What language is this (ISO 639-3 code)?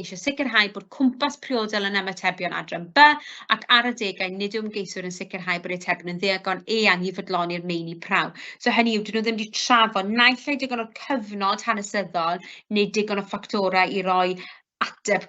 cym